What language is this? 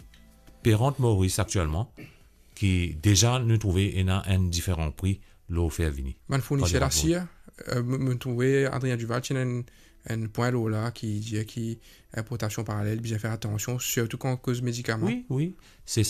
Morisyen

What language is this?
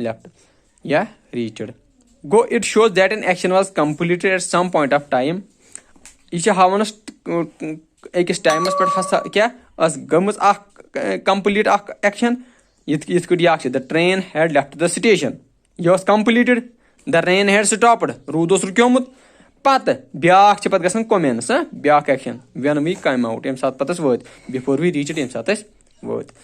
Kashmiri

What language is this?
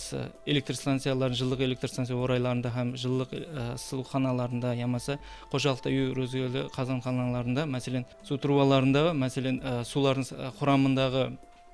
Kara-Kalpak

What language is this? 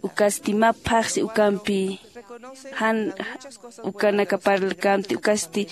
Aymara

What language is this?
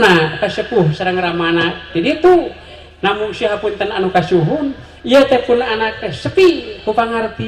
Sundanese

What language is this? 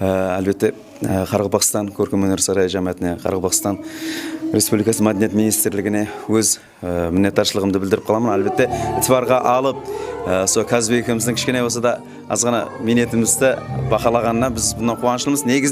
Kara-Kalpak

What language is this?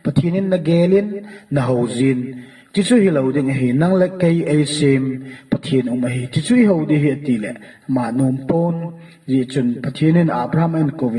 Thado Chin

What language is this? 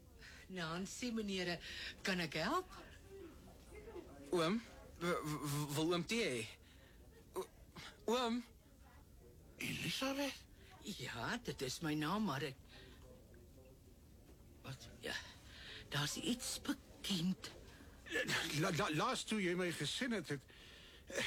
Afrikaans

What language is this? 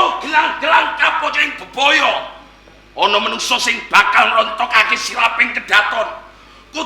Javanese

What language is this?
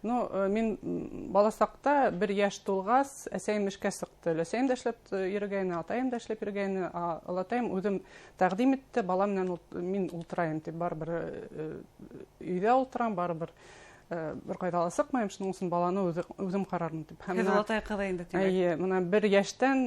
Bashkir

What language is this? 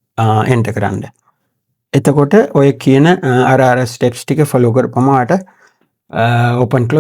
Sinhala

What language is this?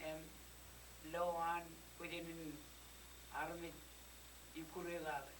Marshallese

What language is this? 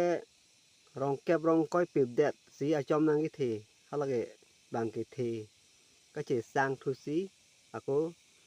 Karbi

